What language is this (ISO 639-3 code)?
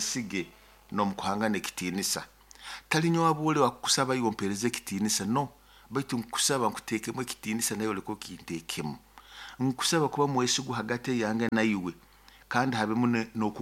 nyo